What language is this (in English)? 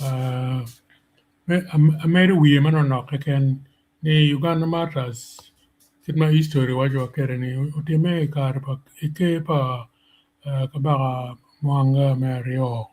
Acoli